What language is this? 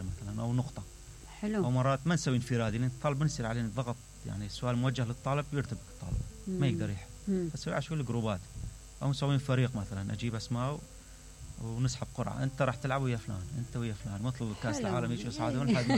Mesopotamian Arabic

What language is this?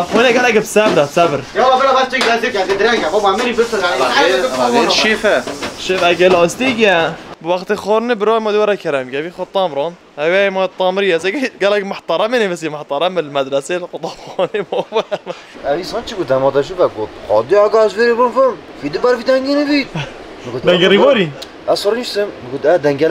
Kurdish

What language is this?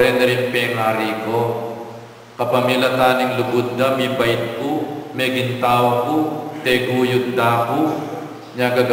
Pampanga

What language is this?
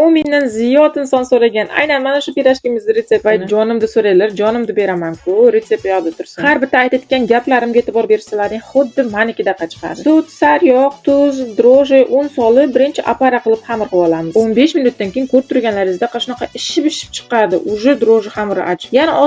Uzbek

